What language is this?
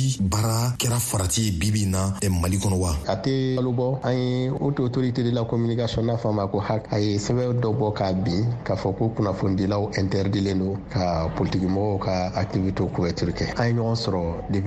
Bambara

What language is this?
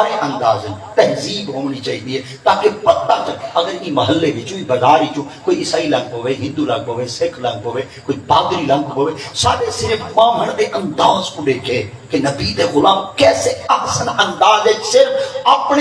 Saraiki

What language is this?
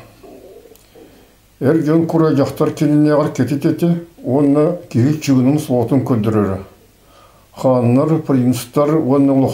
Kazakh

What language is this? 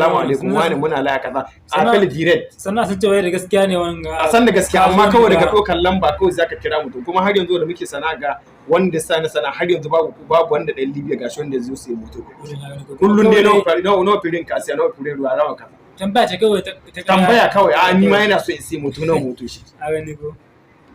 Hausa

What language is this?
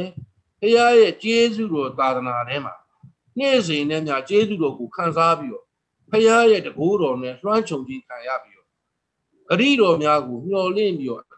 Burmese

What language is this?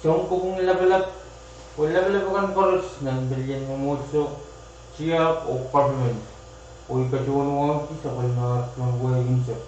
Pohnpeian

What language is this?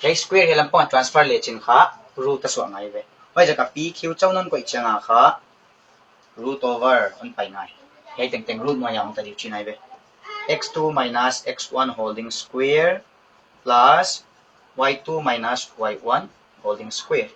Paite Chin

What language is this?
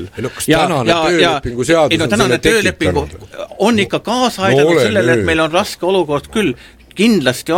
Estonian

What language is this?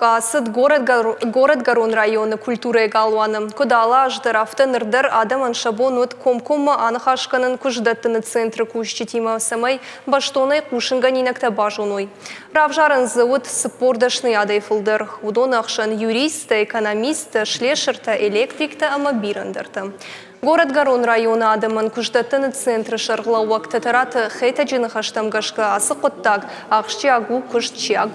Ossetic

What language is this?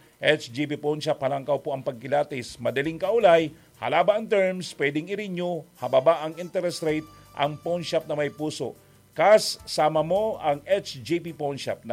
Bikol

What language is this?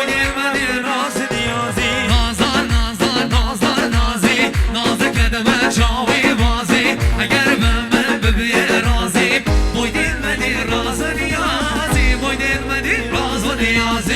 Kurdish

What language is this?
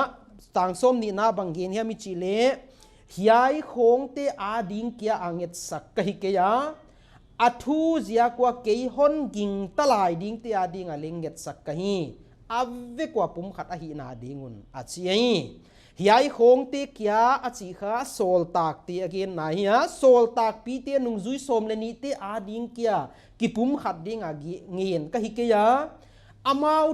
Paite Chin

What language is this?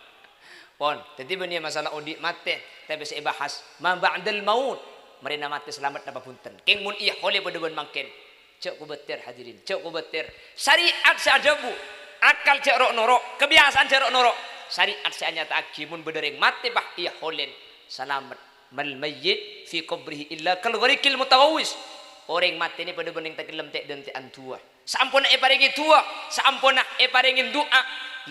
Madurese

